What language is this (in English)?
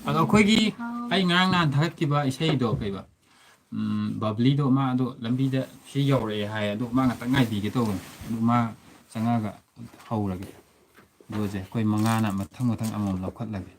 Manipuri